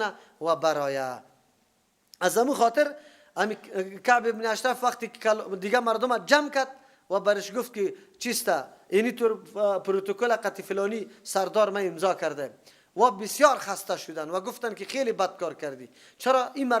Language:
Persian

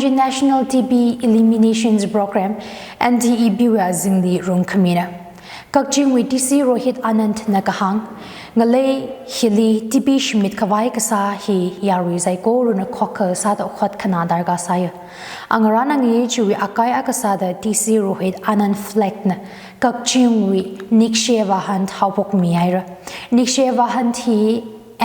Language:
Tangkhul Naga (India)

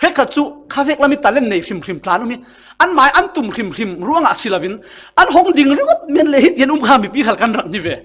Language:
Falam Chin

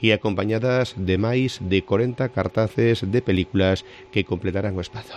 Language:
Galician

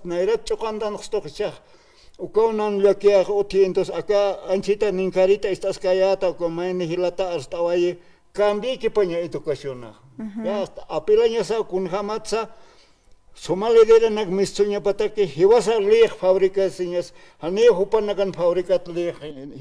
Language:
Aymara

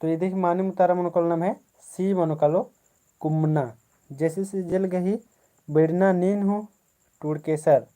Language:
Kurukh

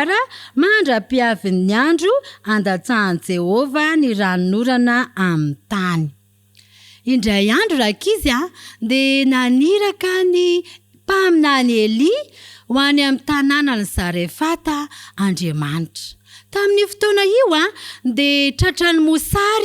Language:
Malagasy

